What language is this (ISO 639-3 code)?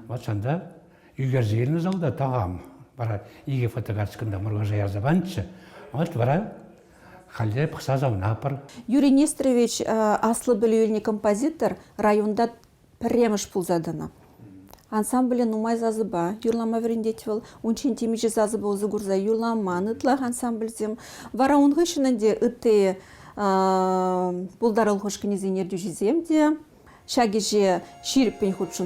chv